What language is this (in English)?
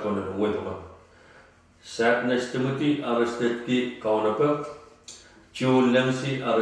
Pohnpeian